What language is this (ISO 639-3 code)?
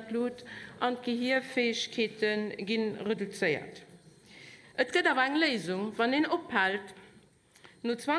ltz